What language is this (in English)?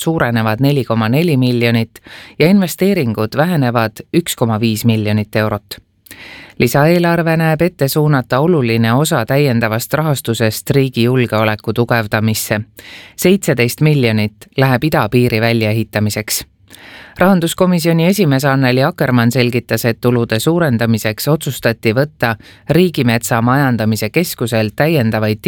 Estonian